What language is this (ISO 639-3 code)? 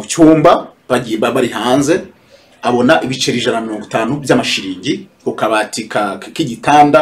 kin